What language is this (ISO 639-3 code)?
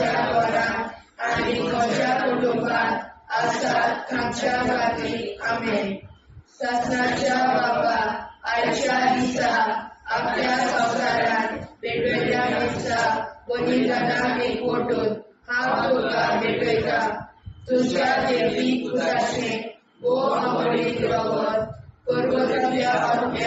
kok